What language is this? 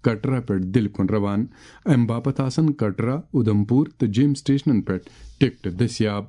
Kashmiri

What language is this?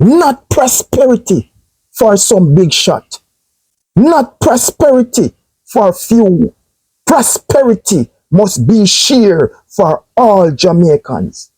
Jamaican Creole English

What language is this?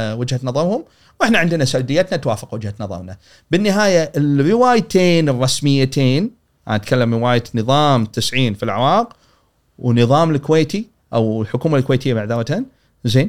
Gulf Arabic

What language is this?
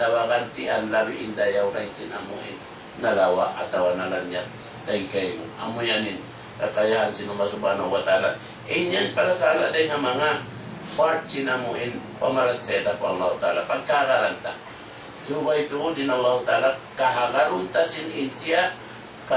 Tausug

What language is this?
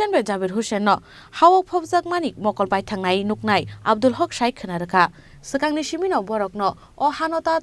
Kok Borok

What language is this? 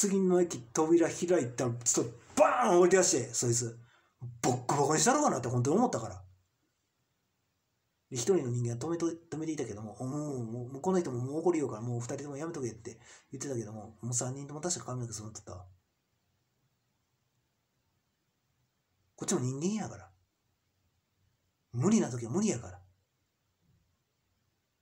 Japanese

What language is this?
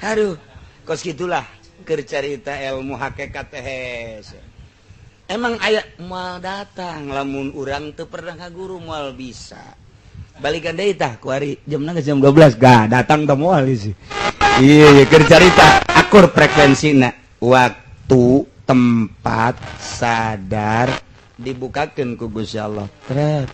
Sundanese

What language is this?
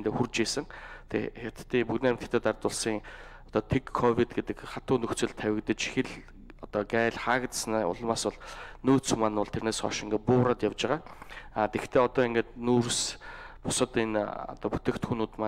Mongolian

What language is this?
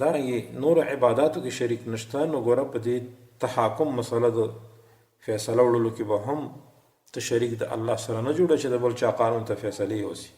Pashto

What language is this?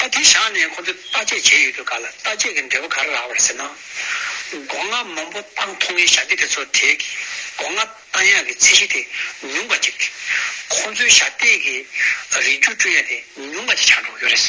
Tibetan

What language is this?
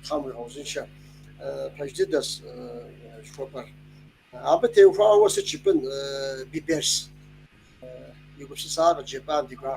Kabardian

